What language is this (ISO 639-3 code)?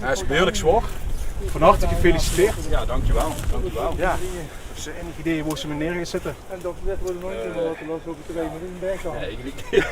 lim